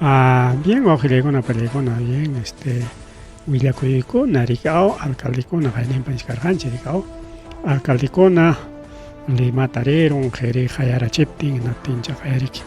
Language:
Ayacucho Quechua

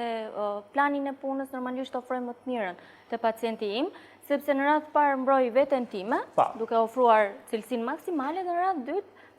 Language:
Albanian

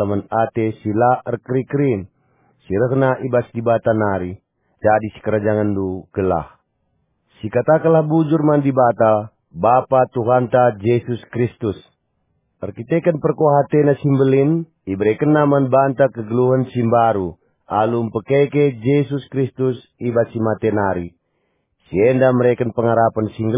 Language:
Batak Karo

